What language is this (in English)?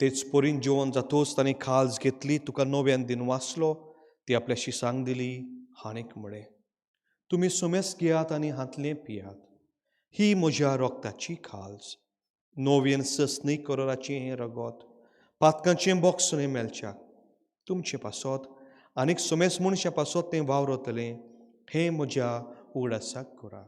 Konkani